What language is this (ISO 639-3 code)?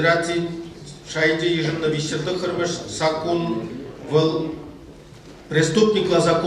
chv